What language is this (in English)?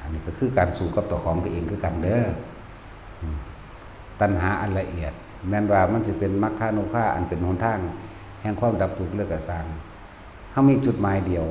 Northeastern Thai